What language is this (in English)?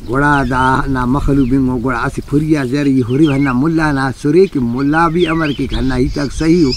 Brahui